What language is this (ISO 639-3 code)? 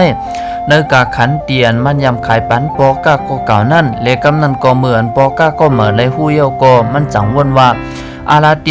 shn